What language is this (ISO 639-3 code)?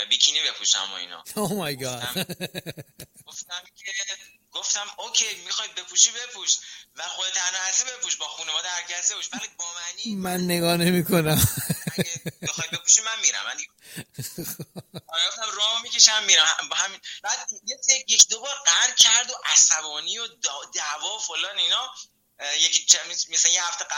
fas